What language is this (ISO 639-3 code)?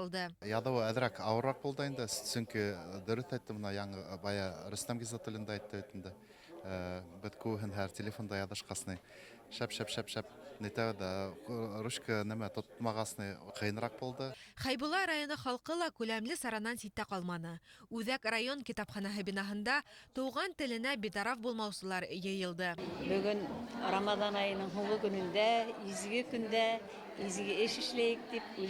bak